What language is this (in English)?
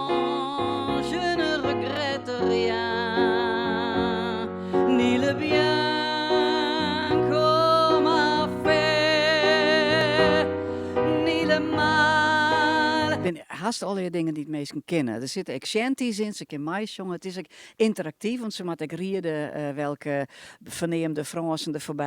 Western Frisian